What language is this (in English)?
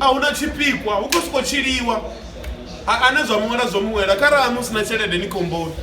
Venda